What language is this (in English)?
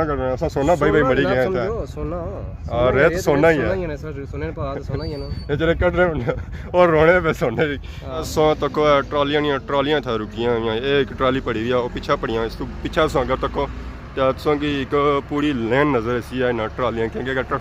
Pahari-Potwari